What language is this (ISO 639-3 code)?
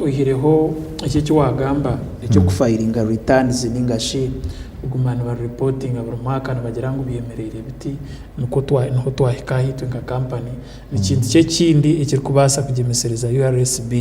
nyn